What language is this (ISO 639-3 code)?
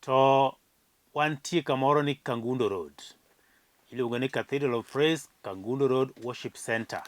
luo